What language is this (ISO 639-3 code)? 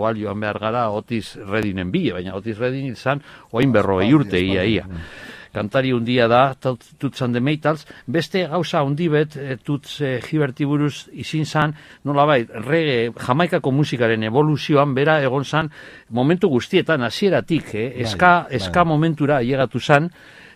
eus